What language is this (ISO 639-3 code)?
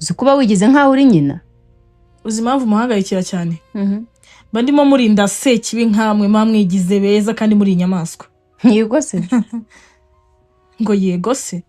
kin